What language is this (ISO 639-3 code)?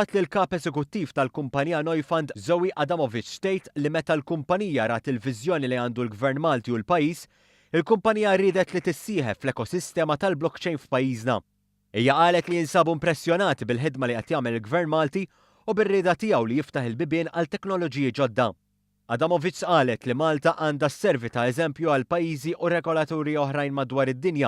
mlt